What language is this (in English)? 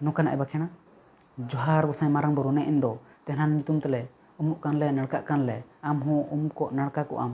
Santali